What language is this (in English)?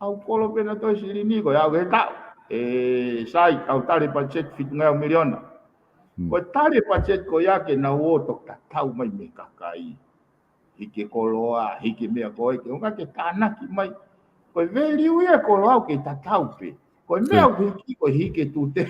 Tongan